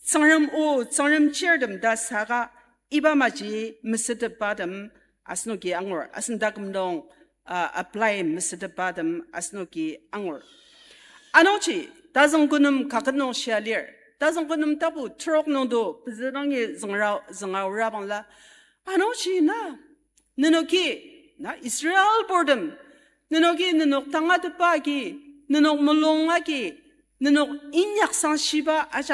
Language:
Ao Naga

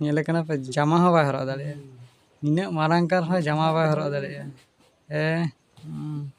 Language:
Santali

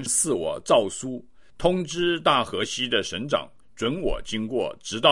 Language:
Chinese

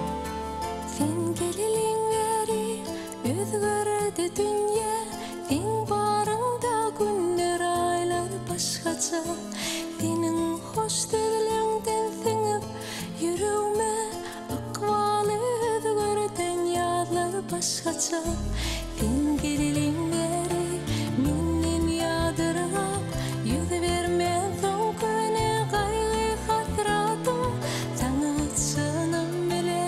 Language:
Turkmen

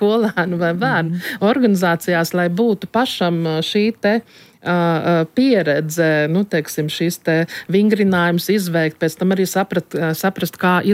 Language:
Latvian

